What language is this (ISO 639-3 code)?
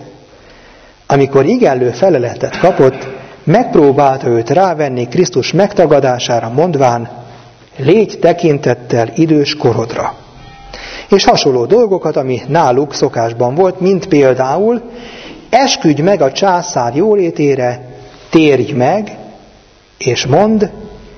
hun